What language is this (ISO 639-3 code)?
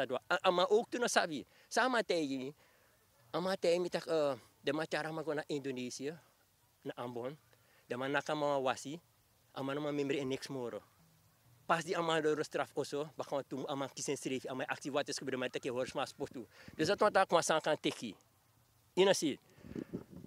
srn